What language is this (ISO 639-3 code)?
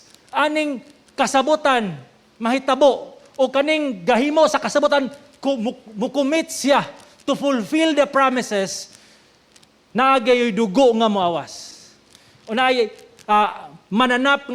ceb